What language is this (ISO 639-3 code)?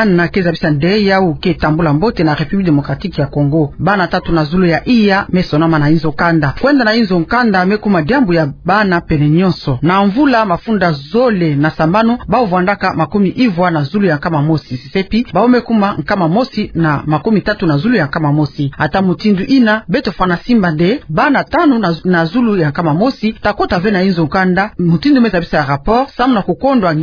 ktu